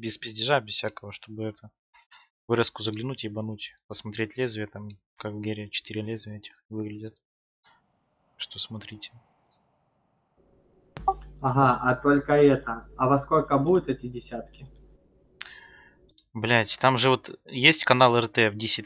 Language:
Russian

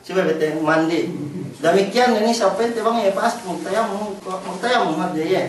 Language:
Yakan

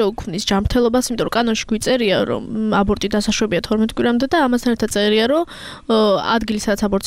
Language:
Georgian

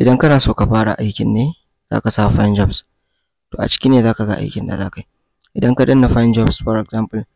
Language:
Hausa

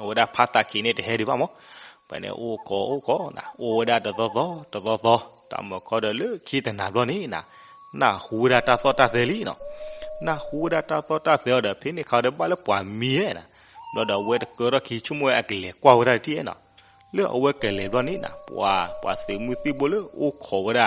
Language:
S'gaw Karen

